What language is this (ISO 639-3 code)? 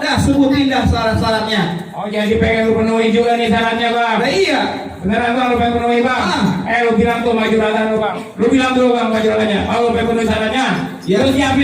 bew